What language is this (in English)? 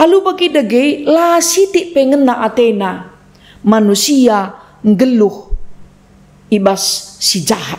Batak Karo